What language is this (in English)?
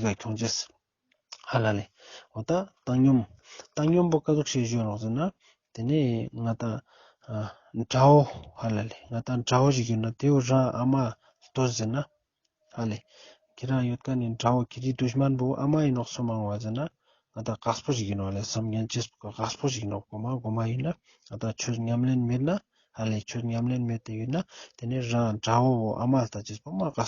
Ladakhi